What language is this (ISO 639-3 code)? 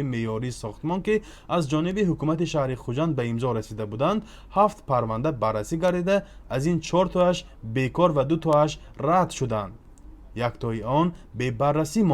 tgk